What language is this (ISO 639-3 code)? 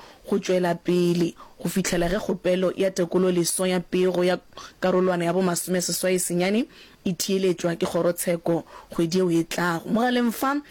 nso